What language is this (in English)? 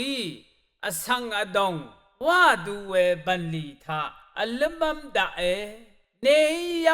Rawang